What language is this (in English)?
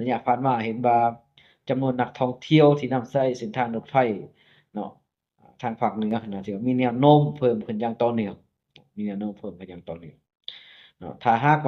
Lao